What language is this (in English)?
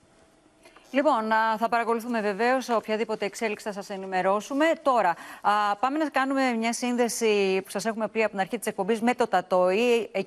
Greek